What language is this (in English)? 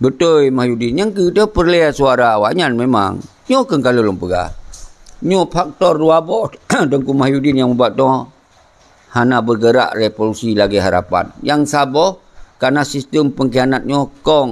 Achinese